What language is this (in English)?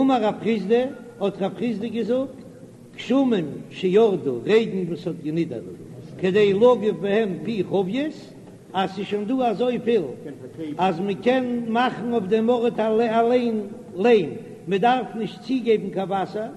Yiddish